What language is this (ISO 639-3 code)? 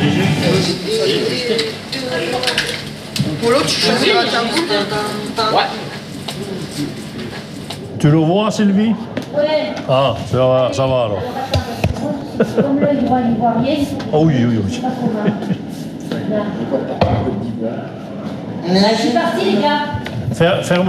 fra